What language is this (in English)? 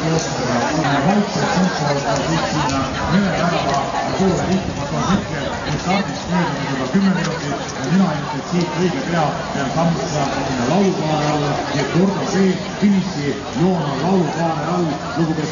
Estonian